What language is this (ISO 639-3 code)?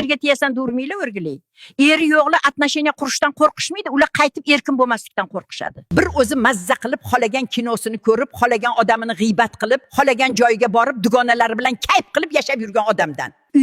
uzb